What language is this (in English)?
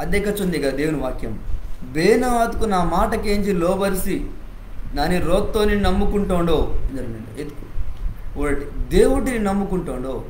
Koya